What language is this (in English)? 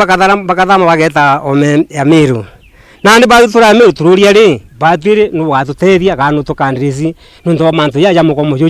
Meru